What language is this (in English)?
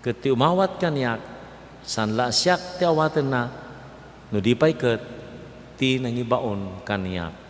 Iloko